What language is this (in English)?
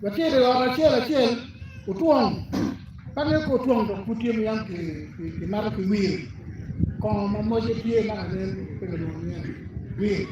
Acoli